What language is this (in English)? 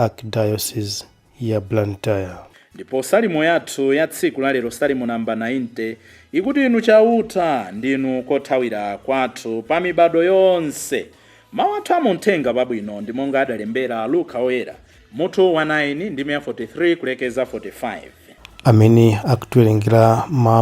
Nyanja